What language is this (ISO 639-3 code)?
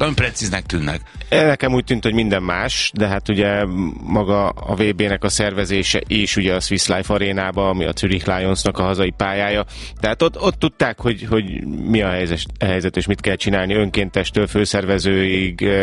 hun